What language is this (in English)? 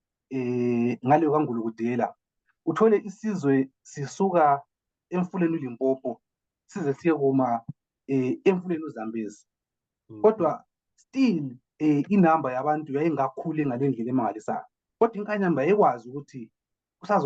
Zulu